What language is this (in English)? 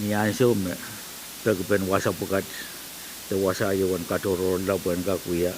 Pohnpeian